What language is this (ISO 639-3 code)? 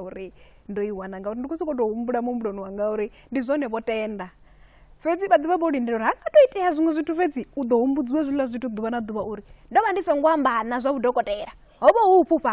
ven